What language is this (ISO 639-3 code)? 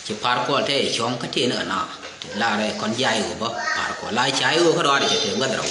nus